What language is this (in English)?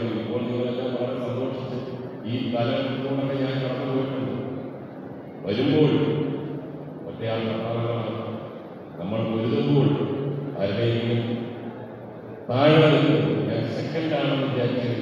Malayalam